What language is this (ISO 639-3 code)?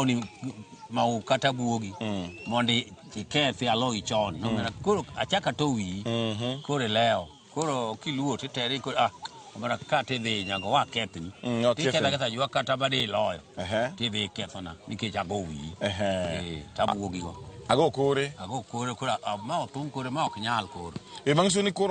luo